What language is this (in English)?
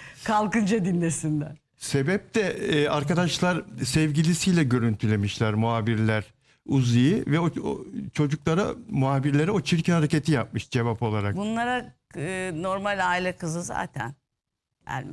Turkish